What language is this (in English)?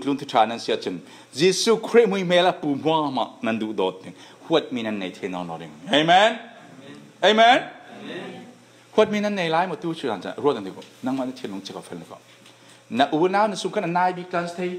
Falam Chin